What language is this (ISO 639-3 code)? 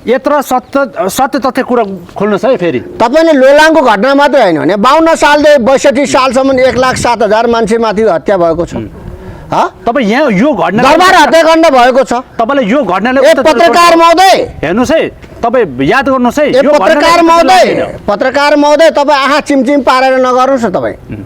nep